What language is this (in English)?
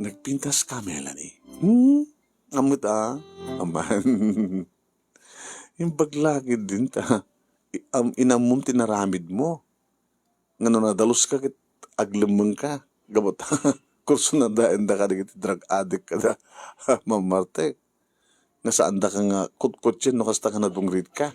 Iloko